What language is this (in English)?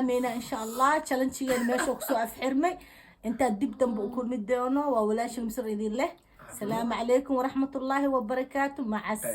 Somali